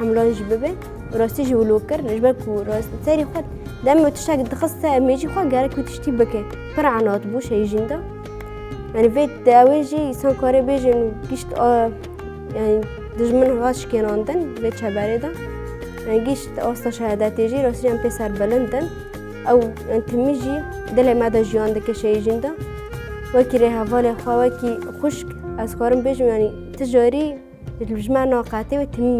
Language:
Kurdish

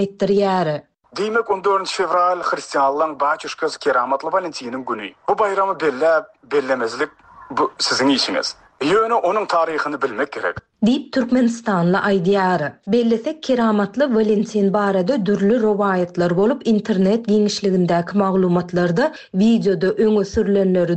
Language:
Turkmen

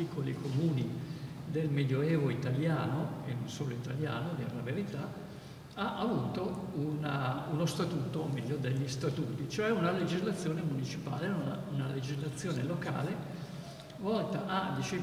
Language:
Italian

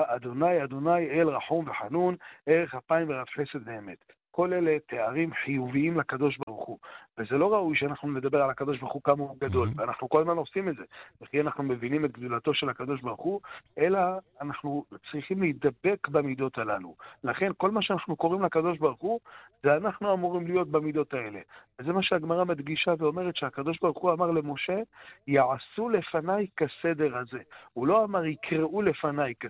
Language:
Hebrew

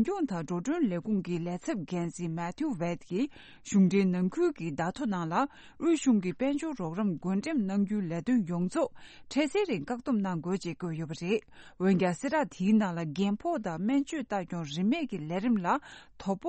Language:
Tibetan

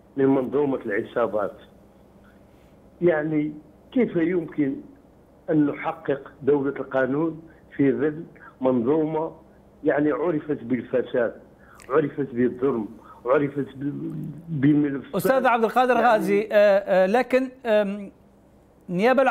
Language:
Arabic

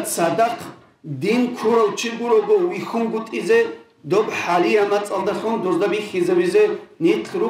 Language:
Avaric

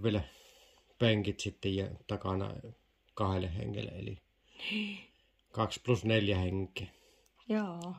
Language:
Finnish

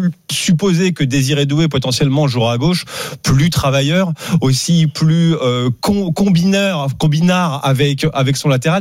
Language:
French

